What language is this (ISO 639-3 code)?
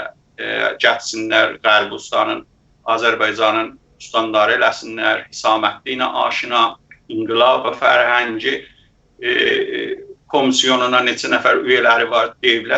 azb